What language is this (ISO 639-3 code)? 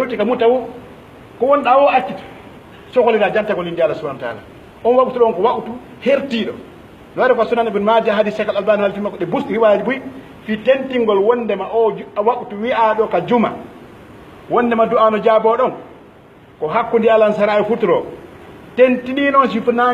fuf